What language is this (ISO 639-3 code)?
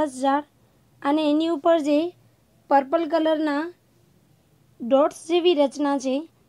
guj